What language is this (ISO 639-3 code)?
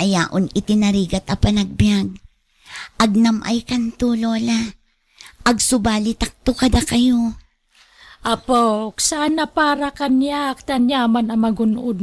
ilo